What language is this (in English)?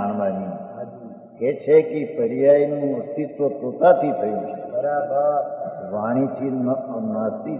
Gujarati